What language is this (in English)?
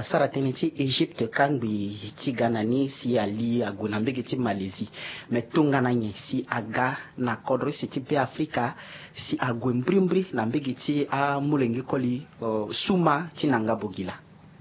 Sango